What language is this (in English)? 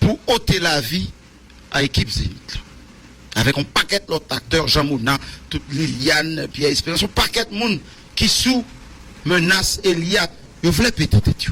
Haitian Creole